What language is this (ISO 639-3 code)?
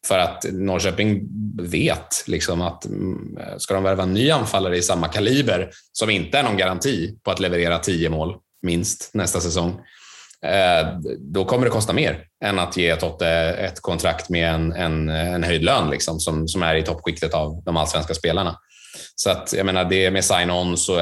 swe